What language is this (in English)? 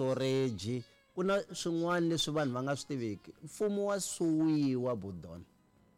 Tsonga